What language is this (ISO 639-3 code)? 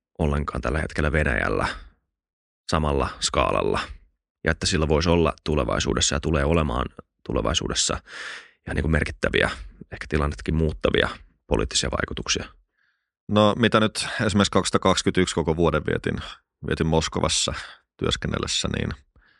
fin